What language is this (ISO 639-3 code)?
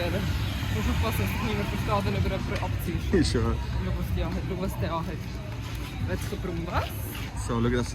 gsw